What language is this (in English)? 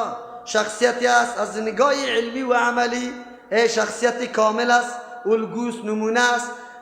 Persian